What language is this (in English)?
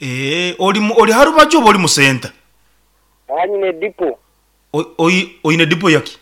Nyankole